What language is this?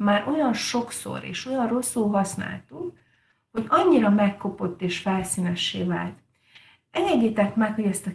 Hungarian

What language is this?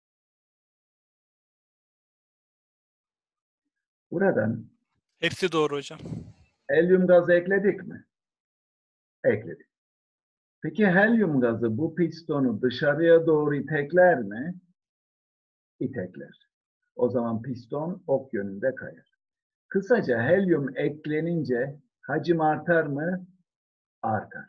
Turkish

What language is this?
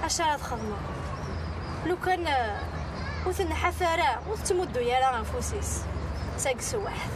Kabyle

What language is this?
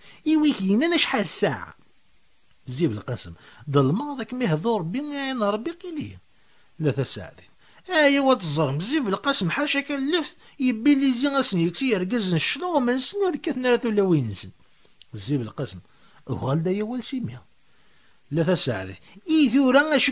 Kabyle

